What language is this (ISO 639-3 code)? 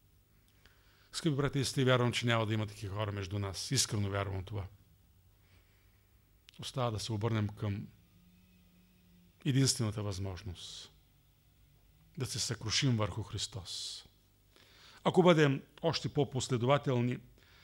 bul